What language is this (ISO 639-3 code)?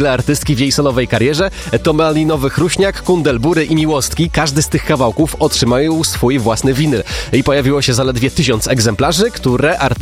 pol